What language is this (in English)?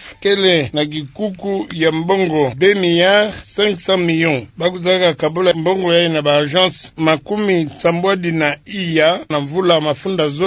Kituba (Democratic Republic of Congo)